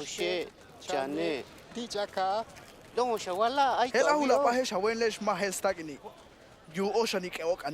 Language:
Tojolabal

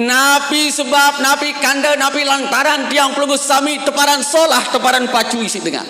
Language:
Sasak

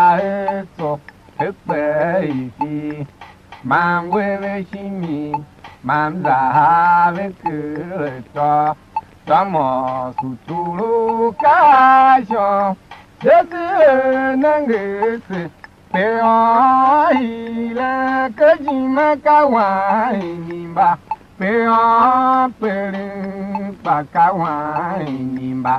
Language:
Tiv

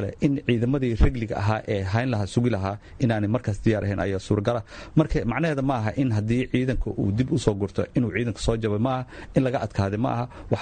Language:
Somali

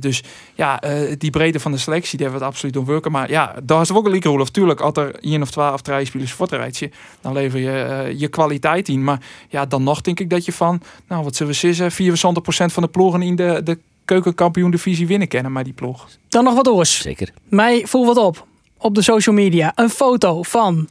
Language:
Western Frisian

